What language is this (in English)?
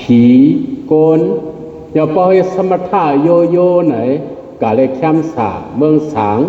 Shan